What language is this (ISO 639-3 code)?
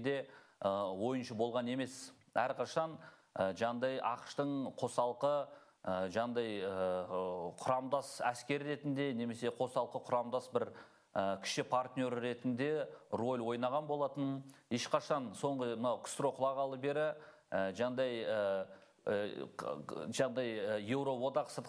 kaz